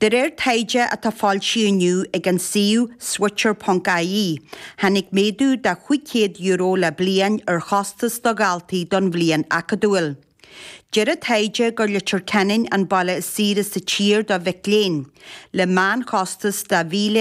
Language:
Irish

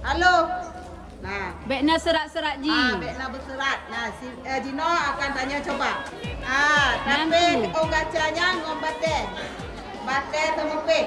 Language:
Achinese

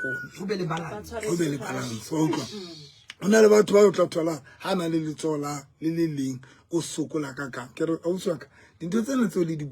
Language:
Southern Sotho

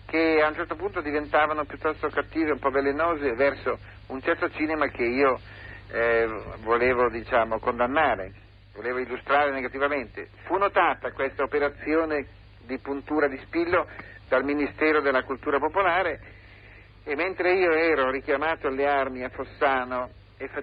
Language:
Italian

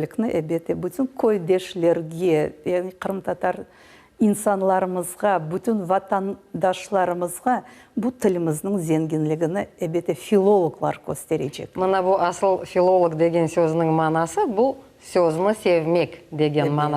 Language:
Crimean Tatar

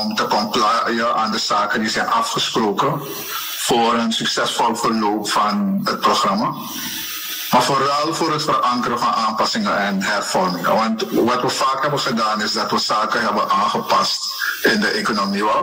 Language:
Dutch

